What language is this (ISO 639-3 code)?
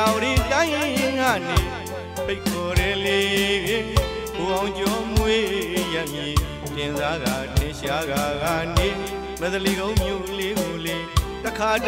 mya